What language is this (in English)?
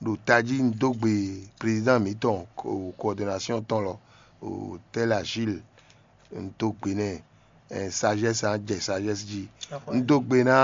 Fon